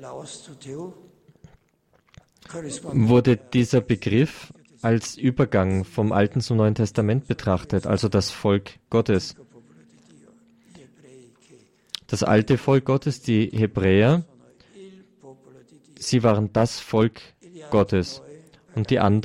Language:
German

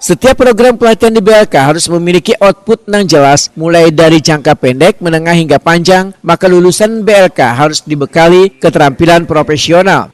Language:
Banjar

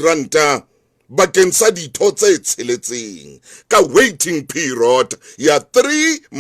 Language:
Southern Sotho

